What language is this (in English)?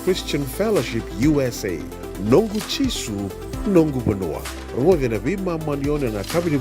Fijian